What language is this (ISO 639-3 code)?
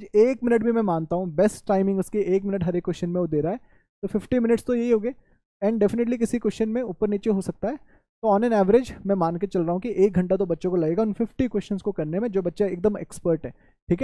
hin